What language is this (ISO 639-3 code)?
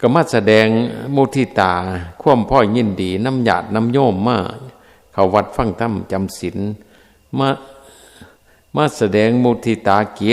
tts